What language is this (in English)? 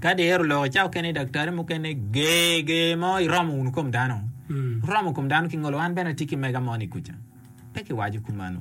Acoli